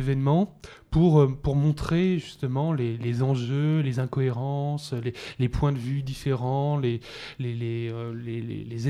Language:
French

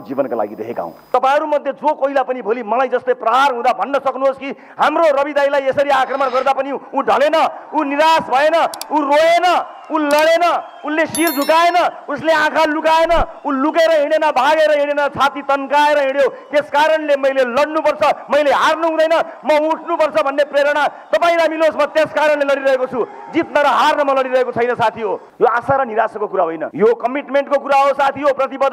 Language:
Nepali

